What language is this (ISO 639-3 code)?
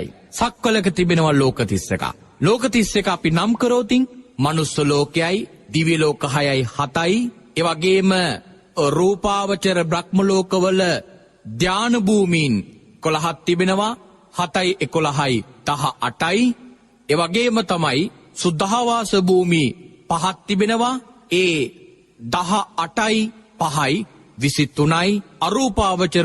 sin